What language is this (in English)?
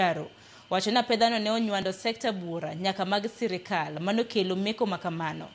Luo (Kenya and Tanzania)